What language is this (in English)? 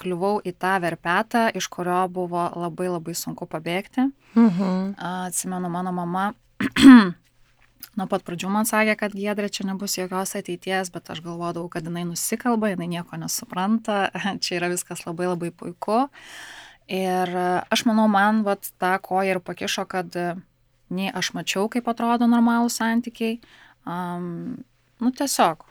Lithuanian